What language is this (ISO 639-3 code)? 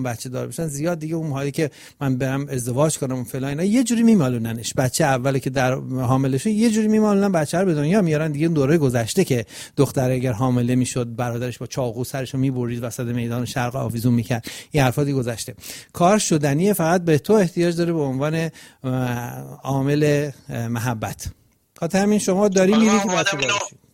fas